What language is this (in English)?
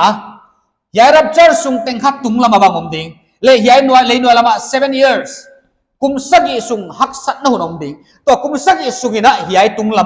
Paite Chin